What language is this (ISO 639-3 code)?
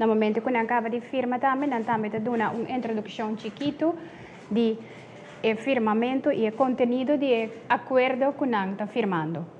pap